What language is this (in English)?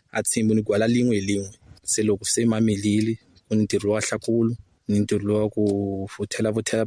Tsonga